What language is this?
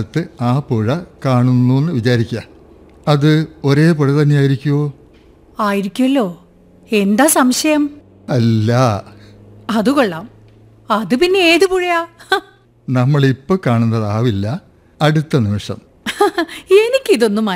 Malayalam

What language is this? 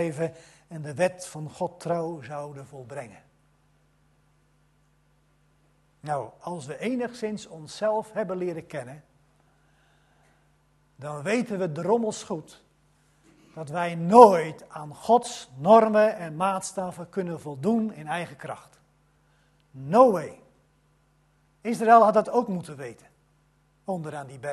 Dutch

